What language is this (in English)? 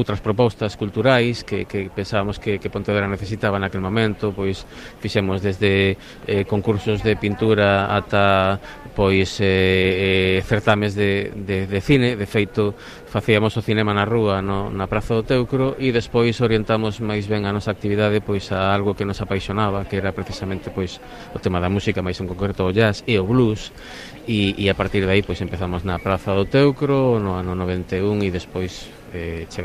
Galician